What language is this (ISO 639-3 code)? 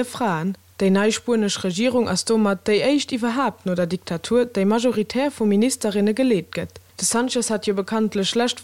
ltz